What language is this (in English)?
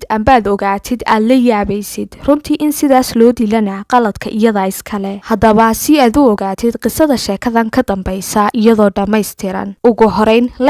Somali